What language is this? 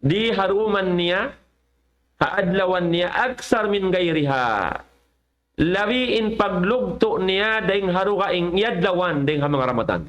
Tausug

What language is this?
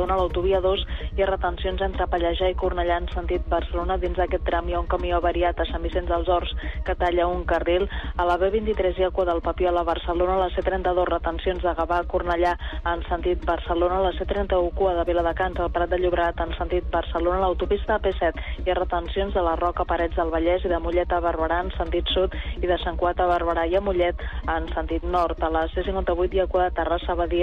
Catalan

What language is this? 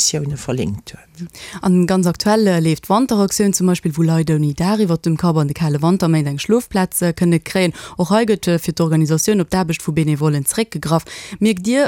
Luxembourgish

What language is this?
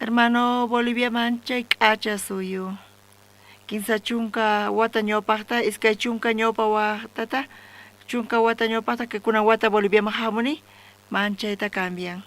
South Bolivian Quechua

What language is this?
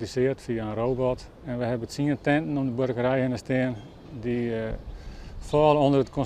Western Frisian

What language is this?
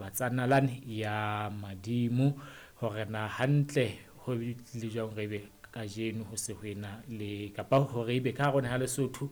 Southern Sotho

